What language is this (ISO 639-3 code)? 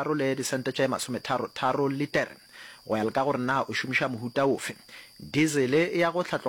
nso